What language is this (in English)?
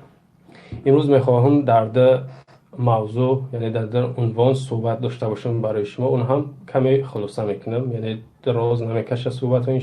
Tajik